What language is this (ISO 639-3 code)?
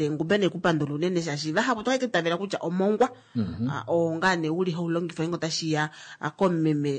kua